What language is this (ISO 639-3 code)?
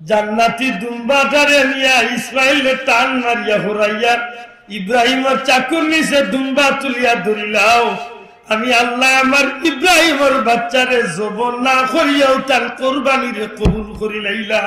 syl